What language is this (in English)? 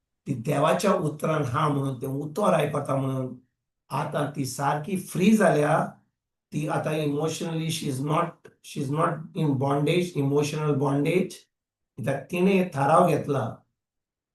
Konkani